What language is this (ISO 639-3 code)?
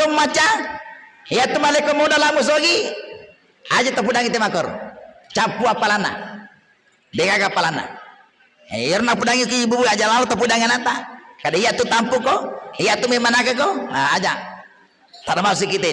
bug